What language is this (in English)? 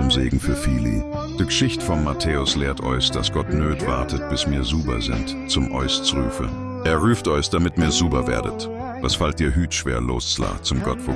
Swiss German